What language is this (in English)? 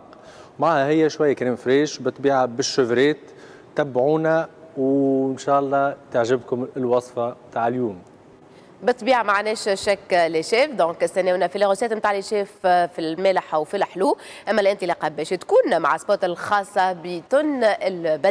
Tunisian Arabic